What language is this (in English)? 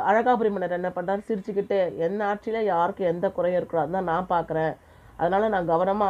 Tamil